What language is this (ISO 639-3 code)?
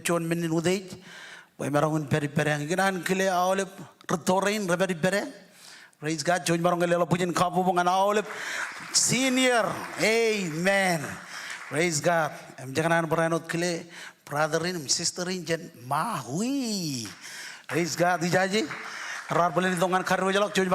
mah